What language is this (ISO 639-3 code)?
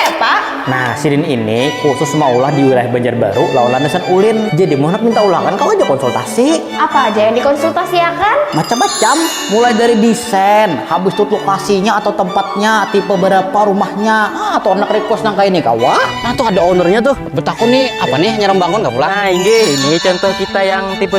bjn